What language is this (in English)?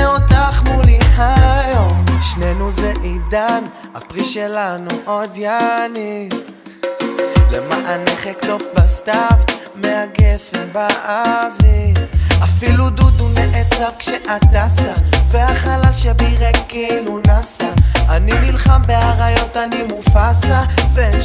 Hebrew